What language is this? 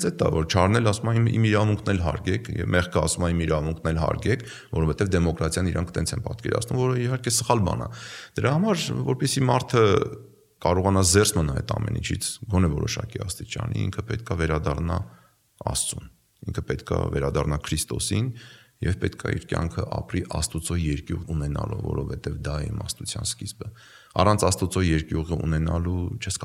Armenian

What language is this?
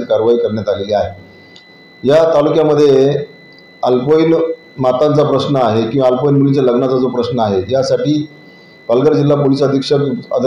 Marathi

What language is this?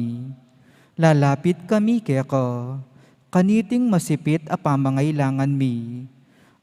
Pampanga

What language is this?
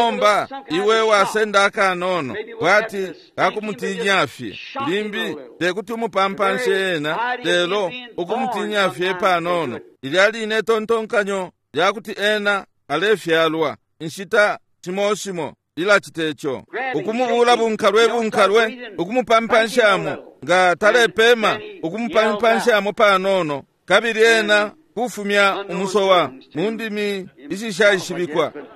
Bemba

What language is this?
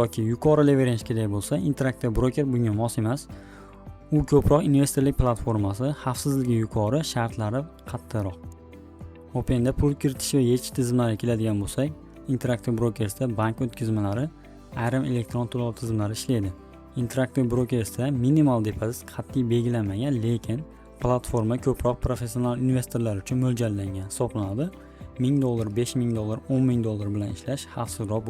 Uzbek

